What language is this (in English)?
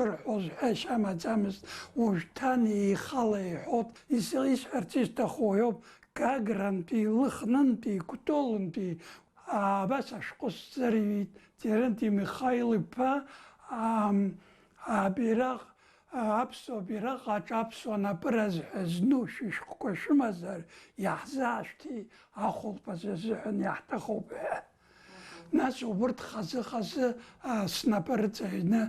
Abkhazian